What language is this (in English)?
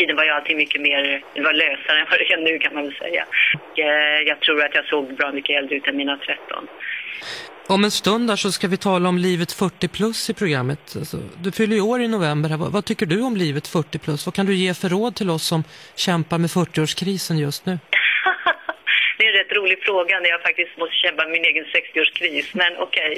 Swedish